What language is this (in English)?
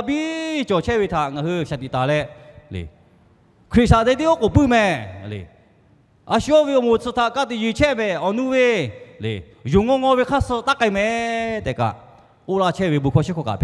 Lahu